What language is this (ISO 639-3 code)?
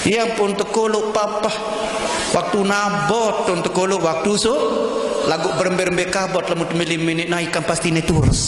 sas